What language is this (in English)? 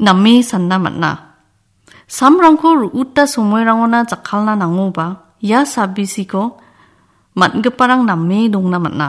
Garo